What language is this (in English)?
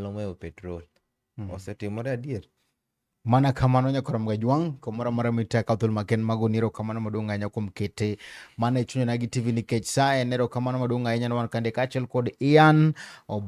Luo (Kenya and Tanzania)